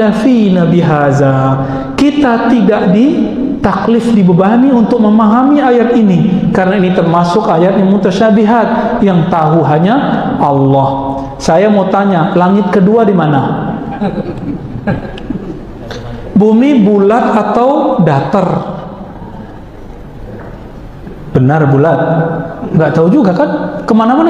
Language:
Indonesian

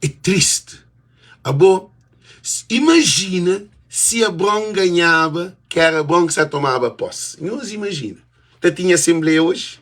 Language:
Kabuverdianu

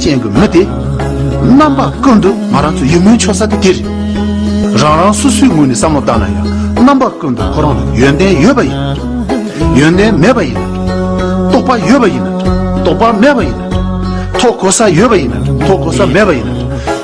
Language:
Tibetan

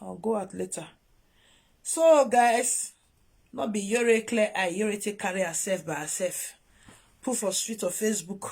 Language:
Nigerian Pidgin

